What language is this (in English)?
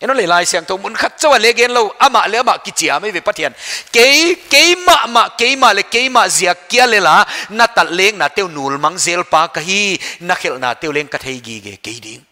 Paite Chin